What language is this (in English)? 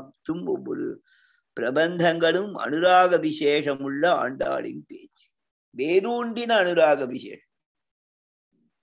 Tamil